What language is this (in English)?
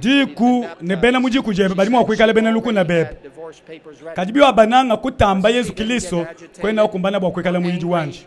Luba-Lulua